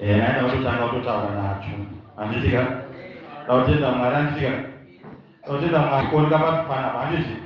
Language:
Shona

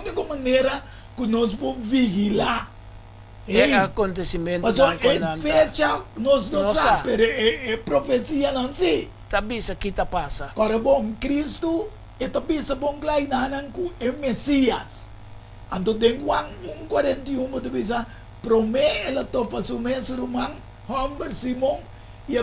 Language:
Papiamento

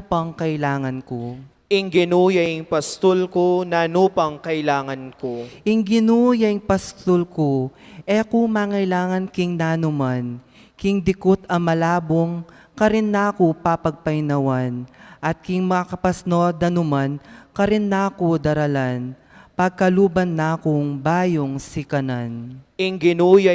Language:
Pampanga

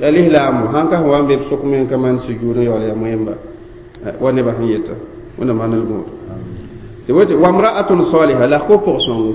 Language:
Mossi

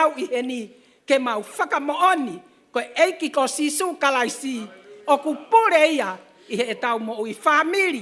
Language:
Tongan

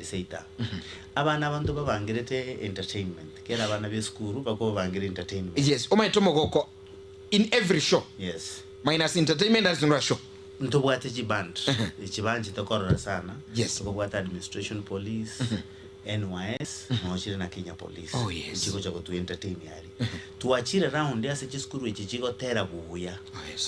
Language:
Gusii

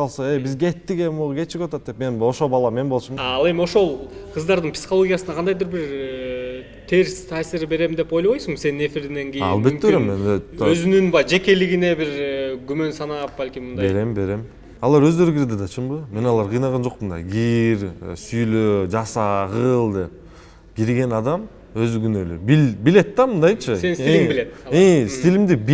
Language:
Kyrgyz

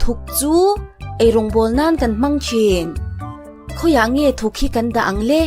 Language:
Mizo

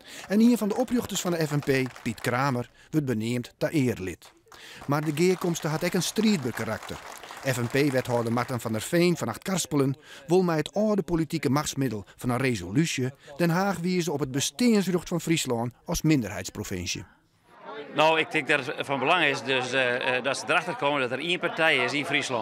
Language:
Western Frisian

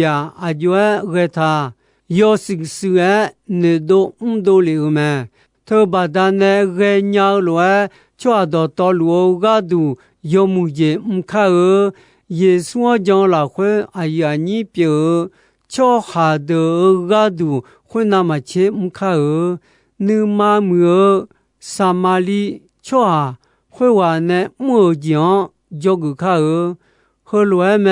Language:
Akha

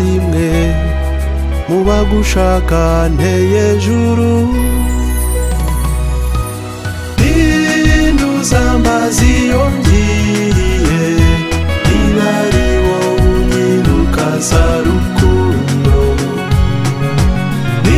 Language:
Kinyarwanda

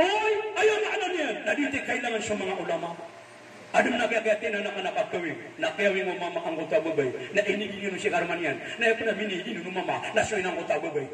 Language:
Maranao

